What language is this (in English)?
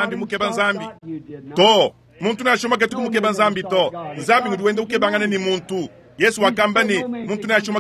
Luba-Lulua